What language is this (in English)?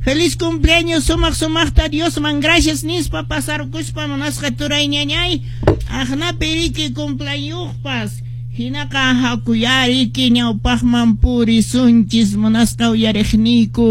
Quechua